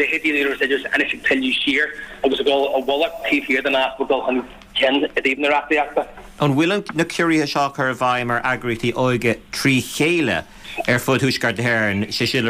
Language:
Irish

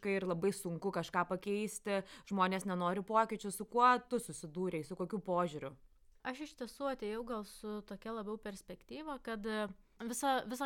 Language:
Lithuanian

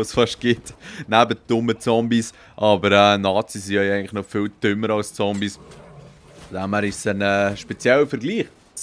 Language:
Swiss German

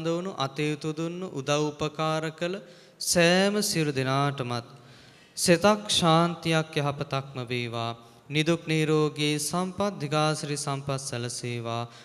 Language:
Sinhala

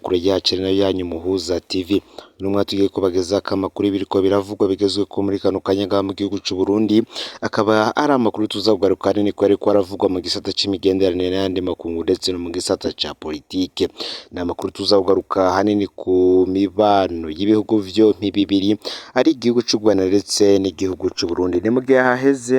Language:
Rundi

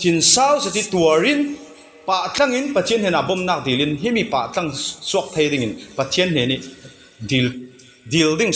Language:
Falam Chin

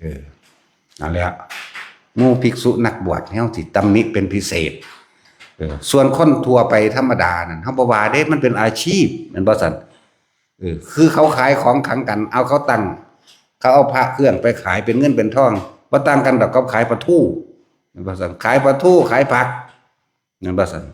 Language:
Northeastern Thai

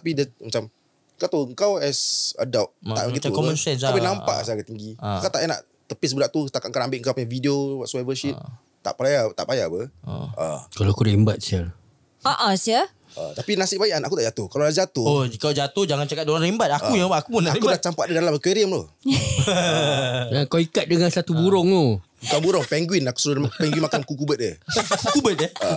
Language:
Malay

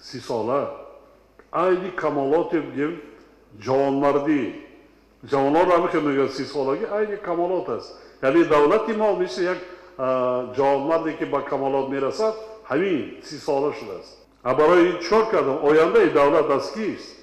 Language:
Tajik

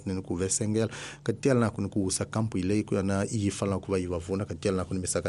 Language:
Tsonga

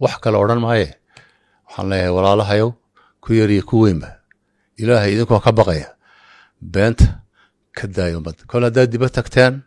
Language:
Somali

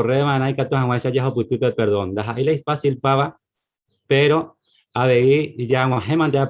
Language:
Guarani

